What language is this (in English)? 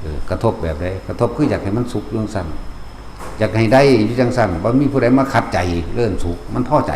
Northeastern Thai